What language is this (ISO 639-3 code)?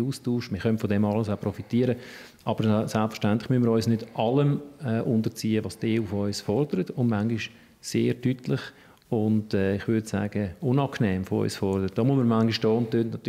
gsw